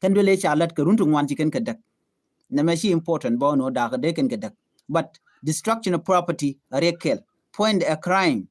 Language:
Nuer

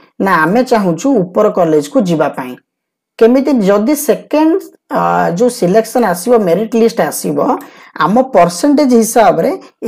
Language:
Odia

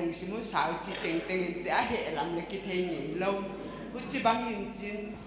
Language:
Paite Chin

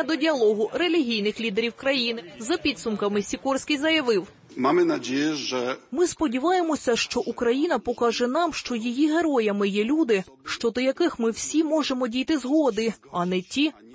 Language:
Ukrainian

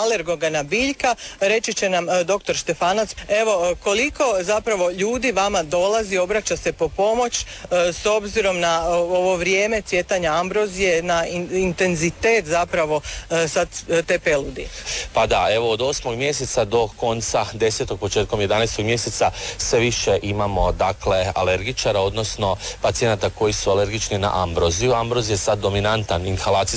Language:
Croatian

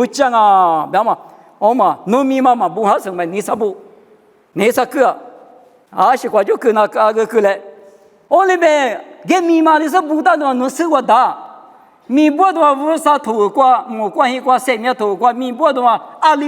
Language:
Lisu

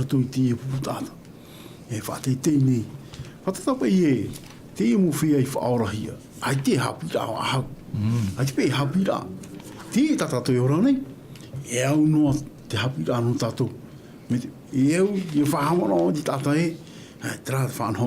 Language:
Tahitian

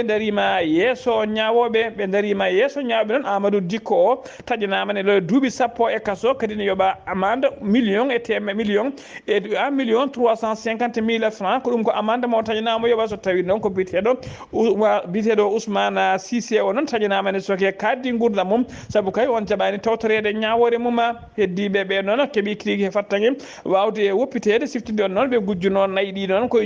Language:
Fula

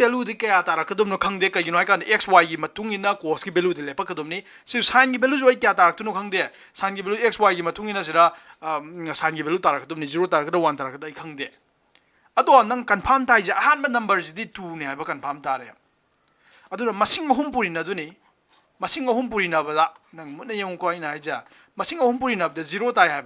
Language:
Manipuri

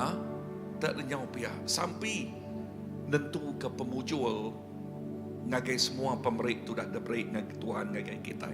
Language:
Iban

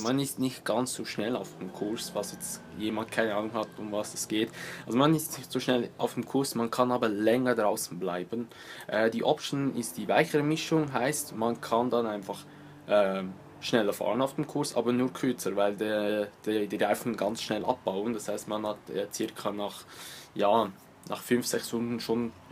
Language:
Swiss German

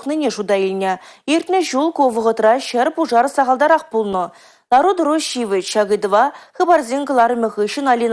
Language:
Chuvash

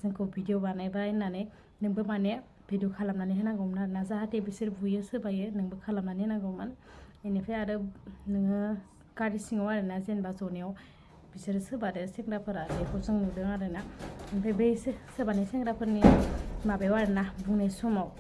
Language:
Bodo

